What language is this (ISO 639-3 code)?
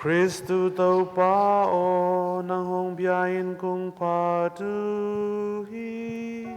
ctd